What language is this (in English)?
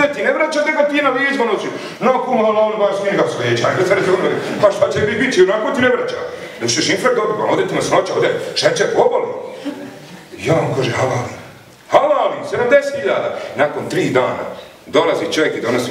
Bosnian